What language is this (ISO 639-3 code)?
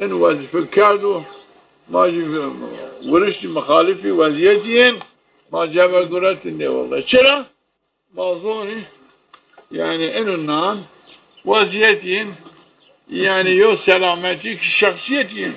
zza